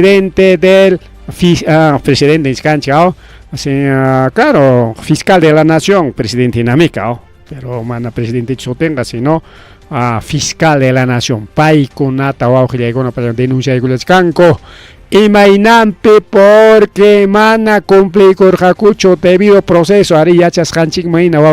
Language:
Ayacucho Quechua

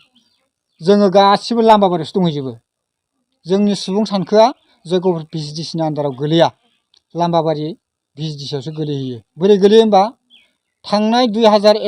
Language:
Bodo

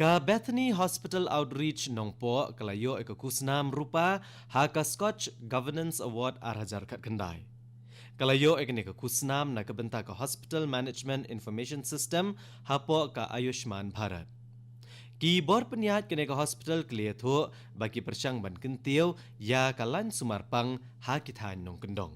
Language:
Khasi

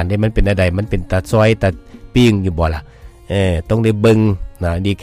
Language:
Lao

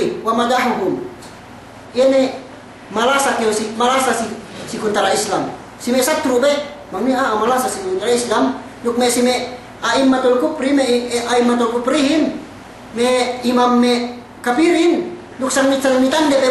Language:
Yakan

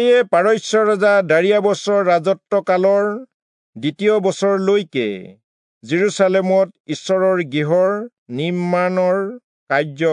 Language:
Assamese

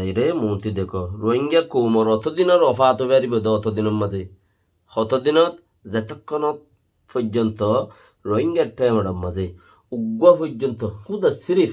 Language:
Rohingya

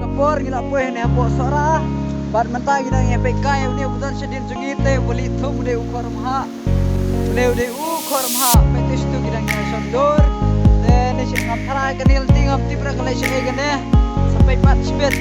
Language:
Khasi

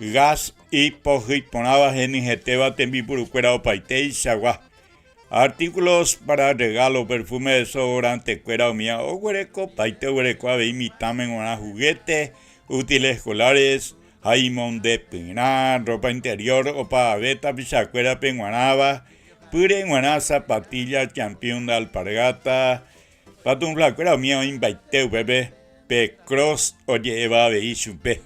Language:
Guarani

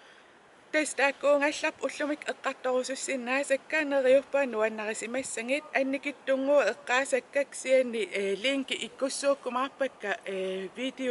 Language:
Kalaallisut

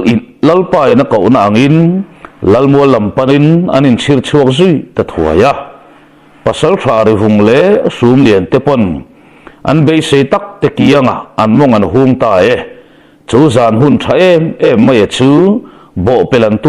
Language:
Mizo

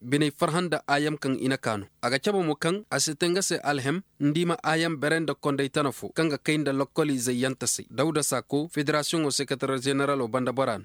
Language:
Koyraboro Senni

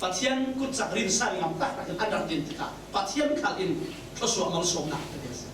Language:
Falam Chin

